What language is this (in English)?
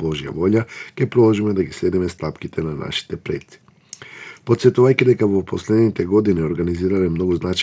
Macedonian